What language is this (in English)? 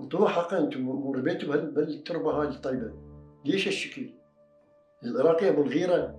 Mesopotamian Arabic